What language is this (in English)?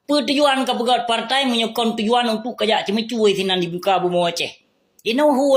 Achinese